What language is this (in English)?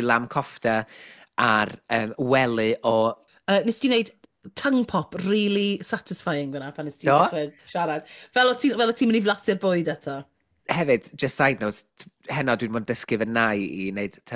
Welsh